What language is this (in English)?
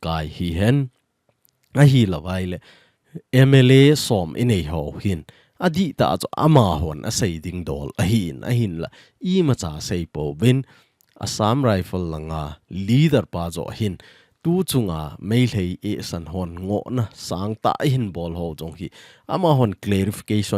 Thado Chin